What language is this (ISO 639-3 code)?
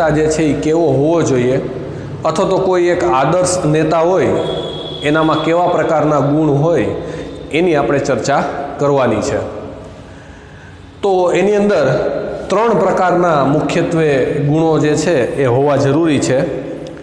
guj